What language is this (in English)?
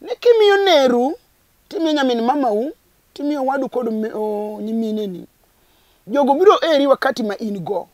Luo (Kenya and Tanzania)